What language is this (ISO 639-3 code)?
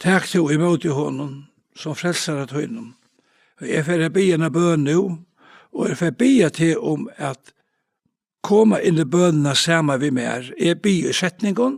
fao